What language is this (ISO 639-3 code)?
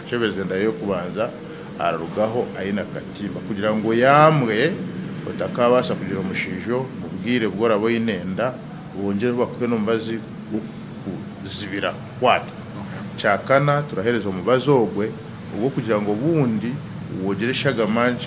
nyn